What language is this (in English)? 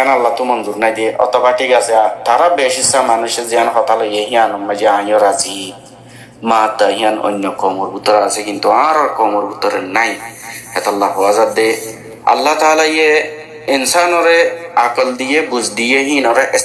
Rohingya